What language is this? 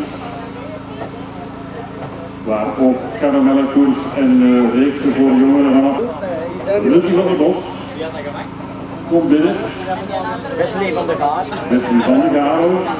Dutch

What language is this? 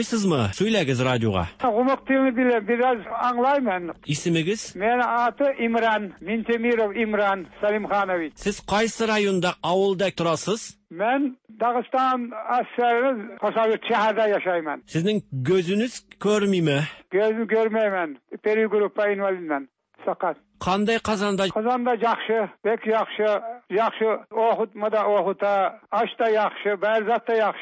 Tatar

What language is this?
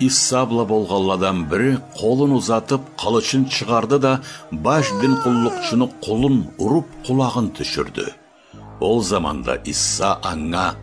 Karachay-Balkar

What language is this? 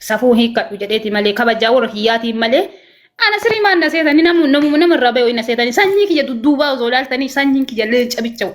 Oromo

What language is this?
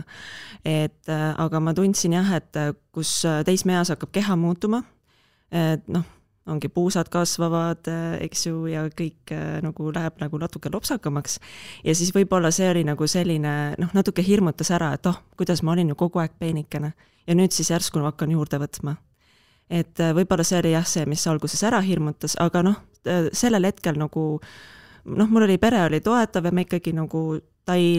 Estonian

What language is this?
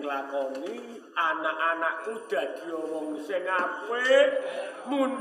Javanese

